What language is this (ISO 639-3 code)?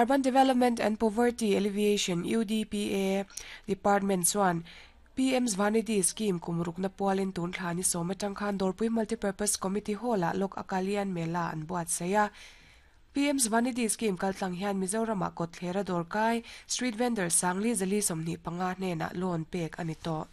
lus